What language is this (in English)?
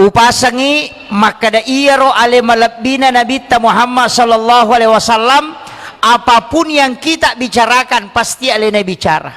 Buginese